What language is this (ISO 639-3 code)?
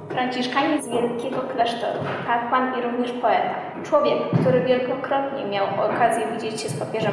pol